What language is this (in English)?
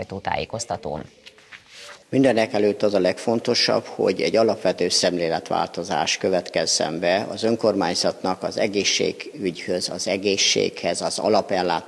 Hungarian